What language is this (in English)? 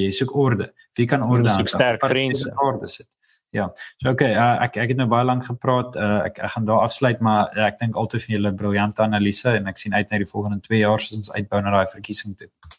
Afrikaans